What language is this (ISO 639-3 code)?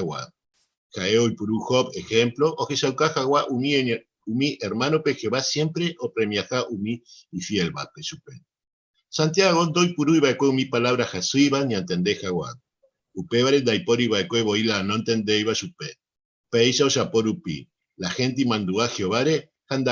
grn